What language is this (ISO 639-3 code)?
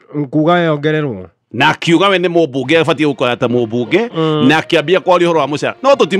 kik